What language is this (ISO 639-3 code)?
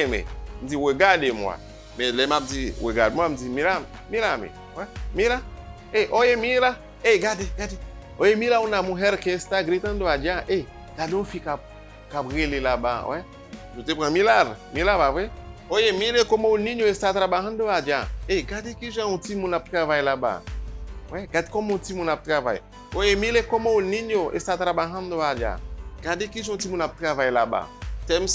hat